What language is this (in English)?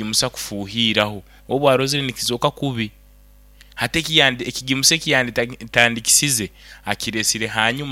Nyoro